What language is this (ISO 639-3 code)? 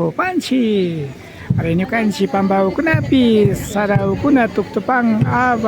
qvi